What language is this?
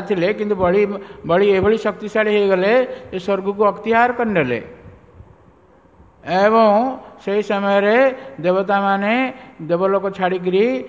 Odia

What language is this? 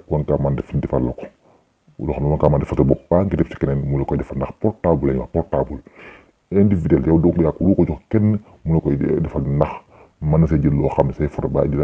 Wolof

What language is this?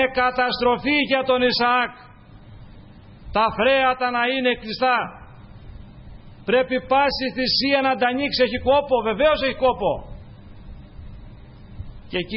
Greek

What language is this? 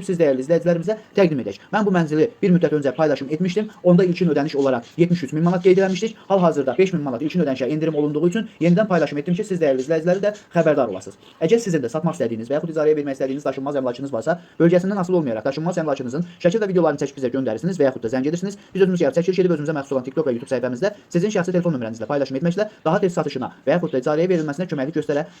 Azerbaijani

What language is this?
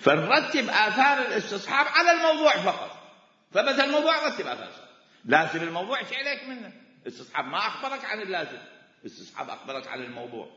Mesopotamian Arabic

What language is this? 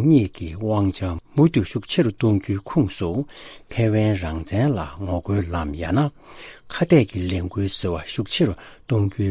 Tibetan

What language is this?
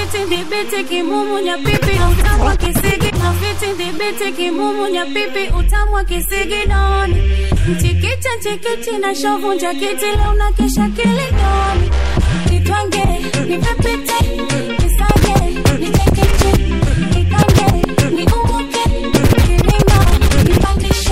Swahili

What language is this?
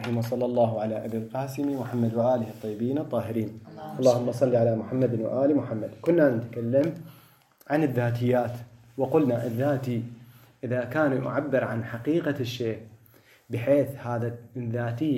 Mesopotamian Arabic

